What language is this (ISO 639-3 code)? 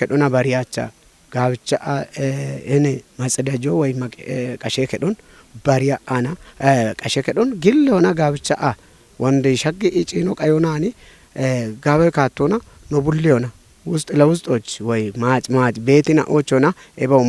kbr